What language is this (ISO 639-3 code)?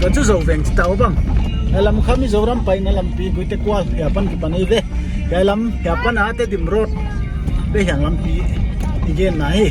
pck